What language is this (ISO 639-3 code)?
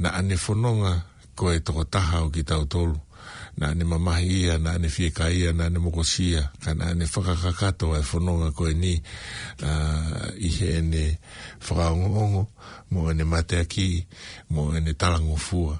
ton